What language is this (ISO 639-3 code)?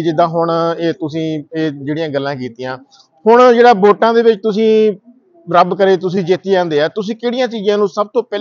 pan